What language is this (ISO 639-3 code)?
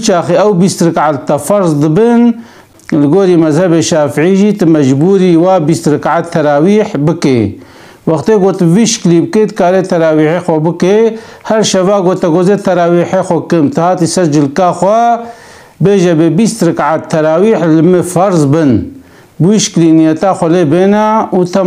kur